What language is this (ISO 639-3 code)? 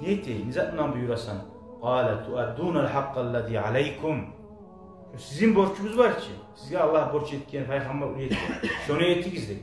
kum